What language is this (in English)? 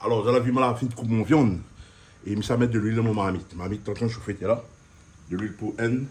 Réunion Creole French